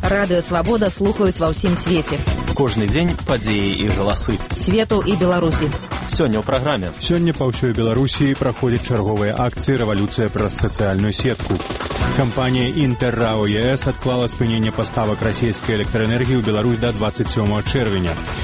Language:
Belarusian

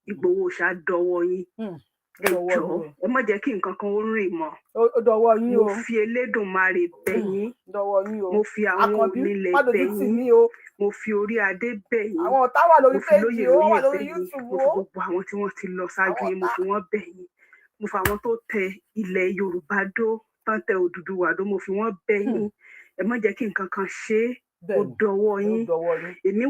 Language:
Yoruba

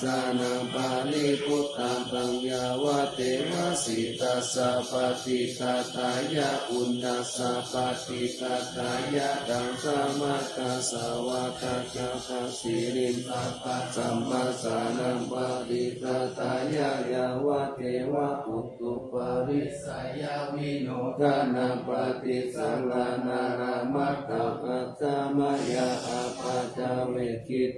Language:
Pali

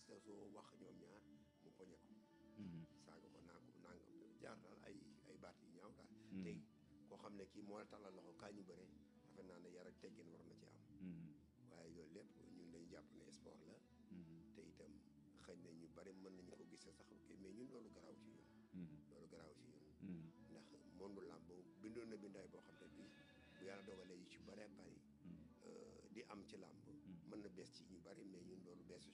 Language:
Wolof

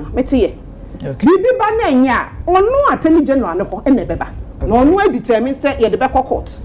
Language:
Akan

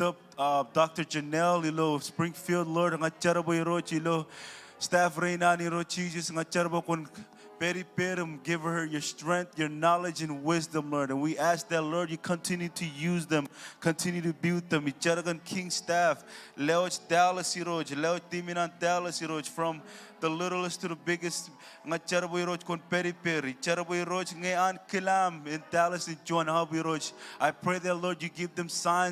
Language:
Marshallese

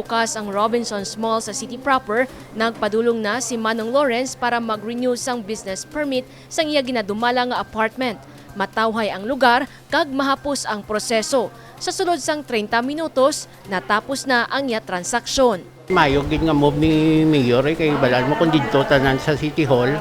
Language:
Hiligaynon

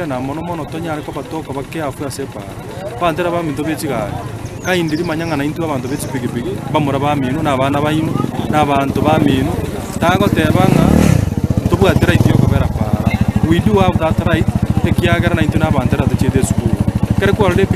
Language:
Gusii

